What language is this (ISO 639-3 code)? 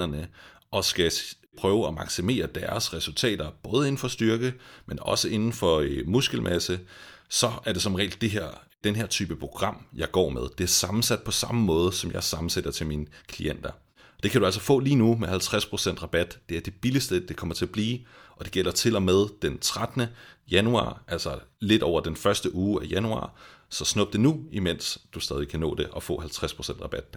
dan